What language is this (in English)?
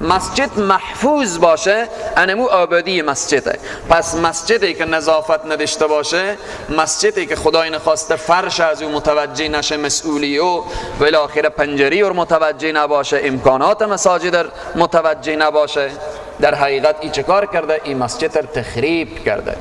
Persian